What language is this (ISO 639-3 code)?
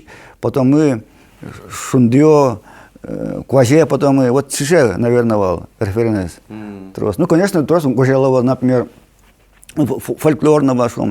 udm